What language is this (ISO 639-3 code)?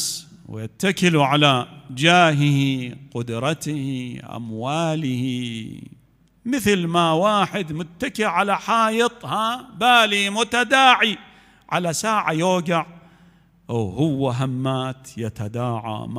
acm